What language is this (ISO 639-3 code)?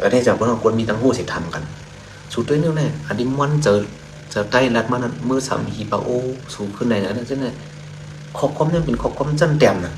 shn